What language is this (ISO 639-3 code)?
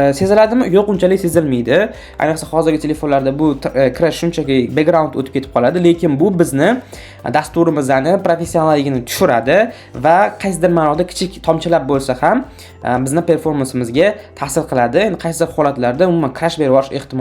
uzb